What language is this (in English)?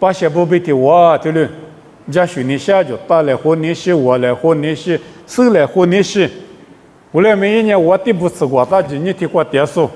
Lisu